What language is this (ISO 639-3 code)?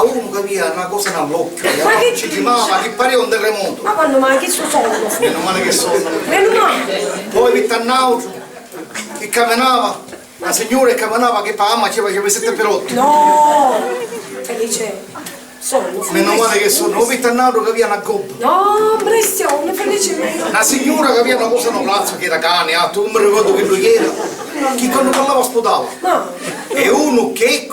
scn